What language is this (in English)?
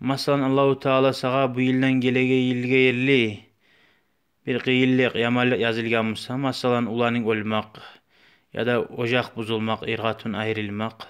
Kumyk